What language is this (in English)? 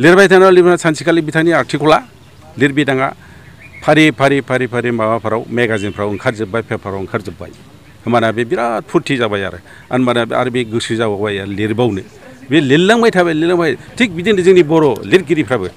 Bodo